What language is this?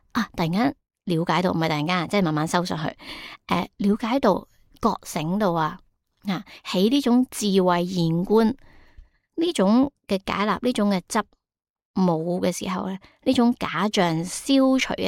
Cantonese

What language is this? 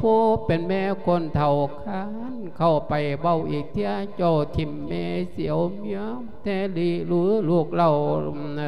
Lao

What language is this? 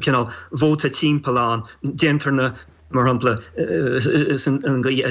Irish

